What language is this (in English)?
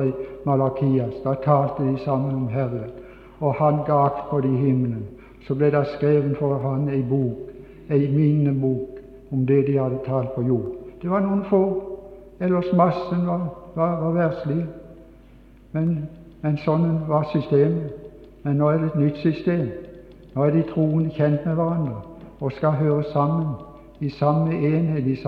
Norwegian